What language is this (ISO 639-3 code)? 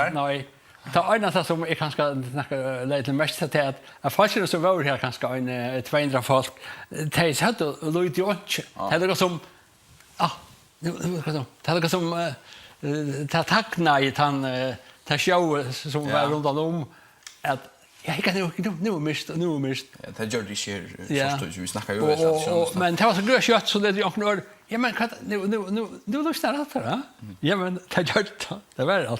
fao